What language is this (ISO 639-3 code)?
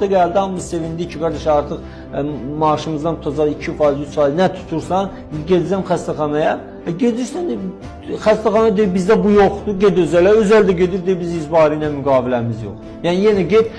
aze